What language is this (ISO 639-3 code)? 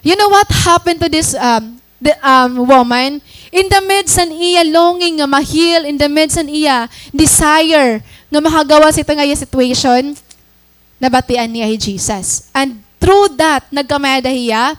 war